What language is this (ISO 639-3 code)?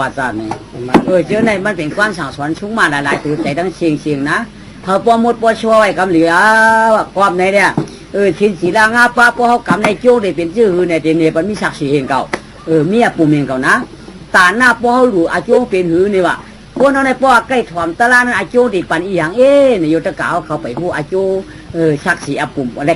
shn